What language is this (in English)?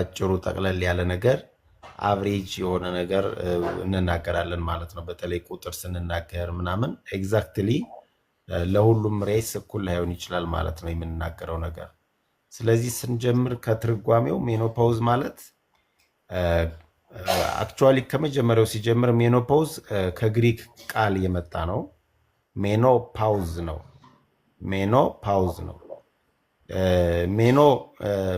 Amharic